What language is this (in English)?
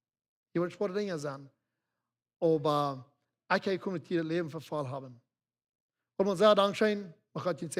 Plautdietsch